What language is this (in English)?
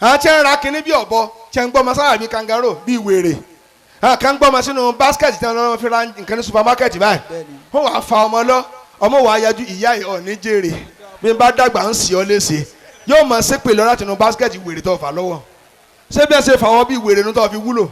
Yoruba